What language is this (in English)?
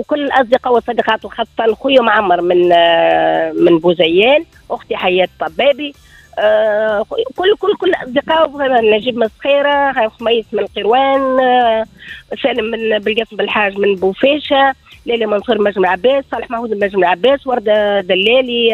Tunisian Arabic